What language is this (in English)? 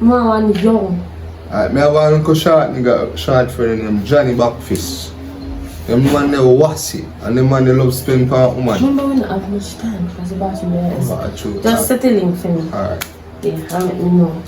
Jamaican Creole English